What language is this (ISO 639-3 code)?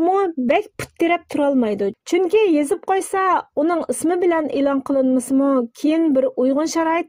uig